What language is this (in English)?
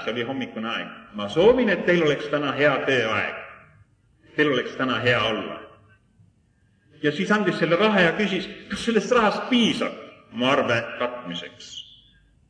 Estonian